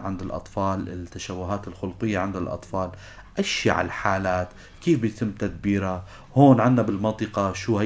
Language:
North Levantine Arabic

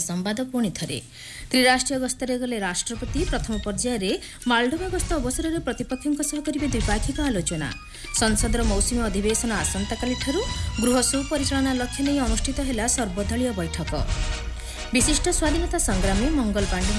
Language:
Odia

